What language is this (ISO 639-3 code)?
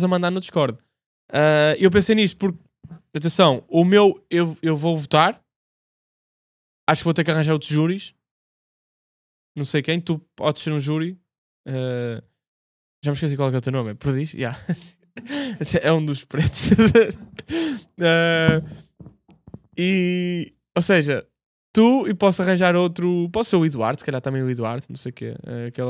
por